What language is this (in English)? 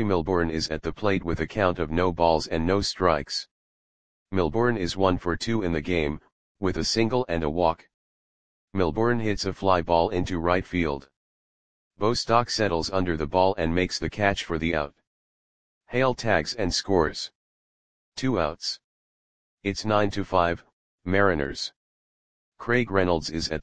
English